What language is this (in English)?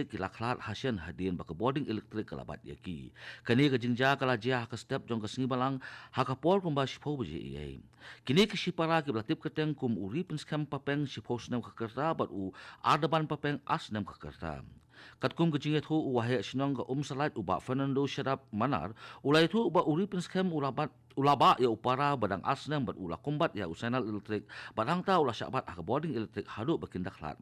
Khasi